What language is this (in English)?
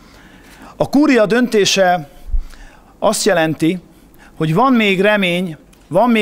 Hungarian